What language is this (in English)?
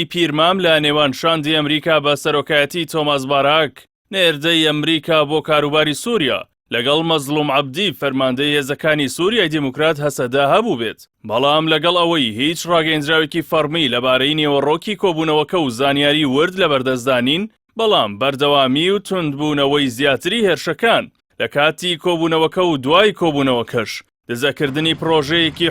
Central Kurdish